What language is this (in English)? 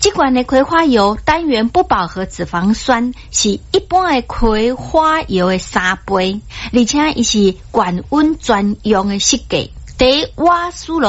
Min Nan Chinese